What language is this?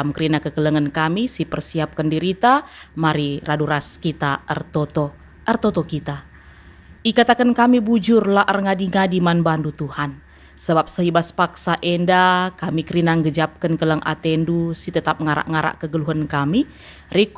Batak Karo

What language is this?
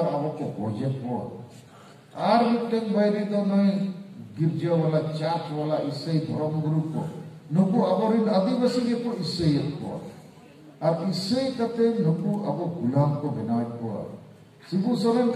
Santali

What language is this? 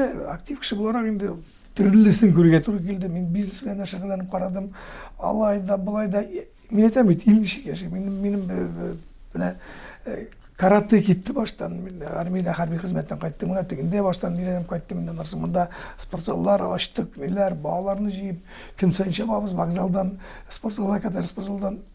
Tatar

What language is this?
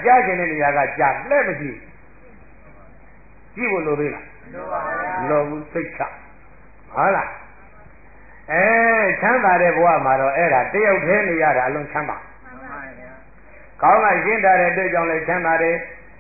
Burmese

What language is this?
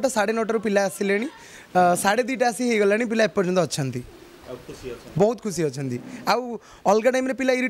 Odia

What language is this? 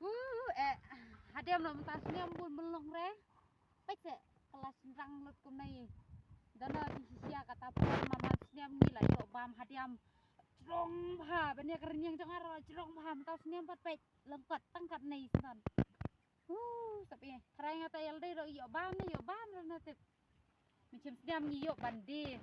Khasi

